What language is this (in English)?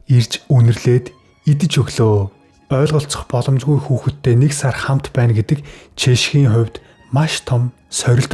Mongolian